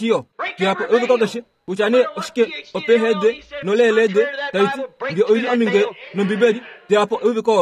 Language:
Kuanyama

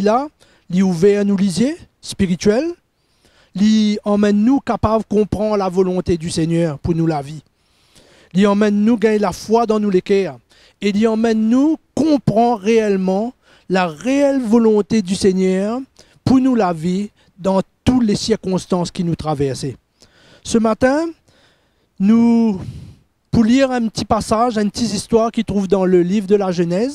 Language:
Morisyen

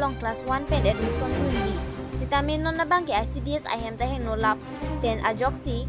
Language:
Karbi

